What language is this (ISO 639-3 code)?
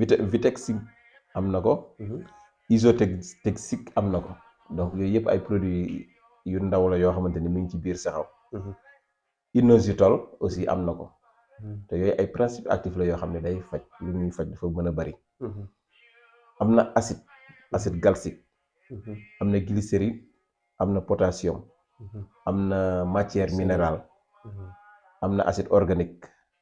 wol